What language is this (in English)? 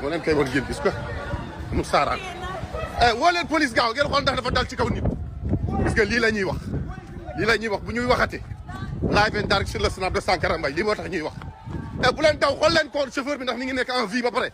Wolof